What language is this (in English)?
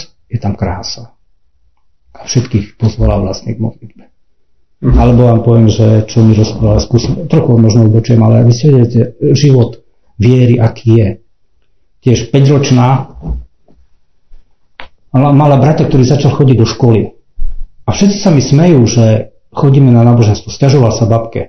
Slovak